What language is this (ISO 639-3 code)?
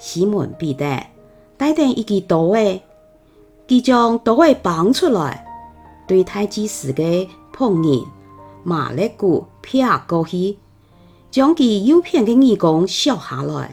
hak